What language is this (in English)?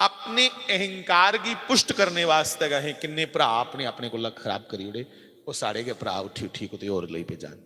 Dogri